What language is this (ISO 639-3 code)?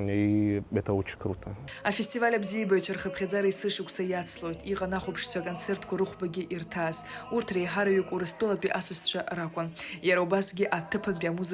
abk